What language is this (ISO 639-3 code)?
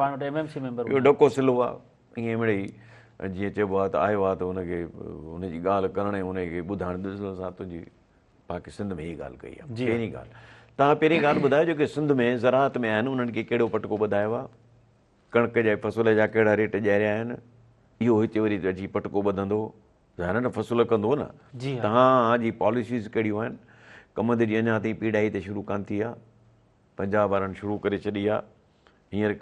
snd